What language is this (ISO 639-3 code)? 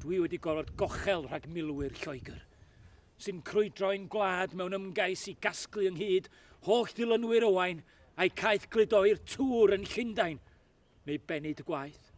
cym